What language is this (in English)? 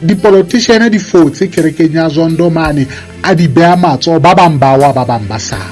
Southern Sotho